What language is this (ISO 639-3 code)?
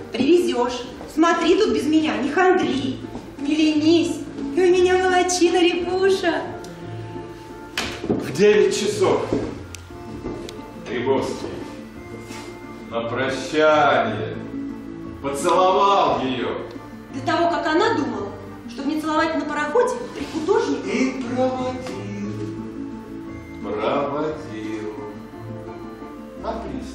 rus